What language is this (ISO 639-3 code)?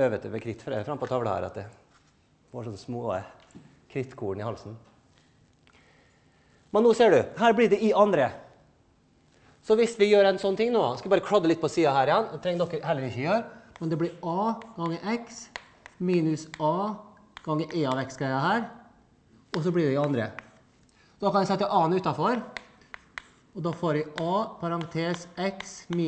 nor